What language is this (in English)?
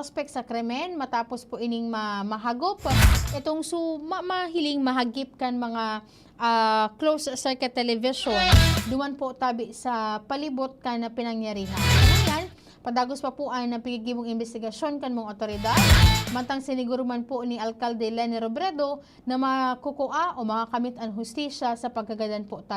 Bikol